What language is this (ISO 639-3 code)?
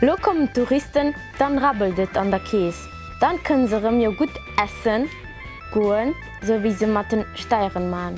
ltz